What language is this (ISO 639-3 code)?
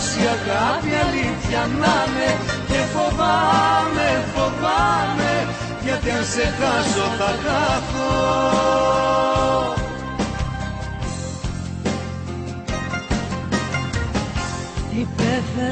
ell